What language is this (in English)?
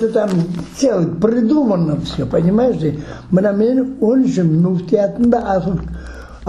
Crimean Tatar